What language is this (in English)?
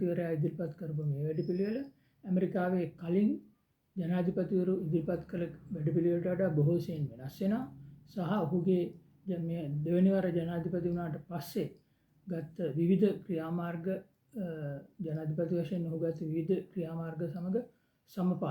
Sinhala